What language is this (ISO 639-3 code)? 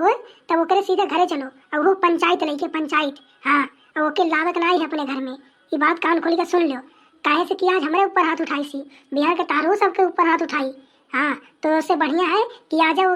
awa